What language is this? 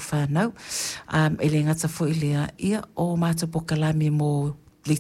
Samoan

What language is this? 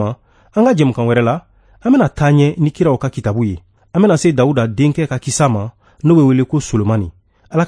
Bambara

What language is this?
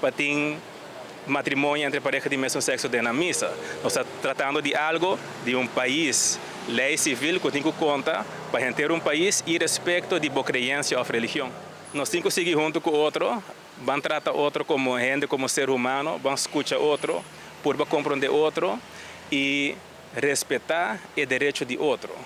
Papiamento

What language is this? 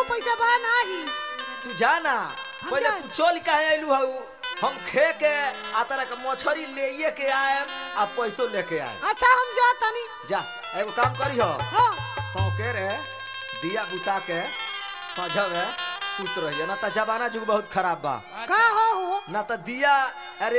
Bhojpuri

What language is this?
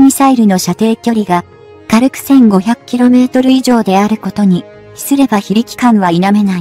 Japanese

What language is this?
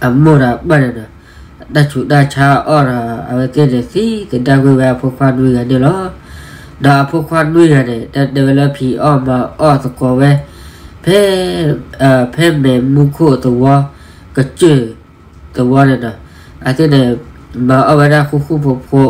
S'gaw Karen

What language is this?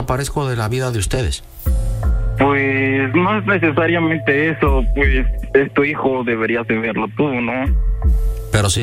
Spanish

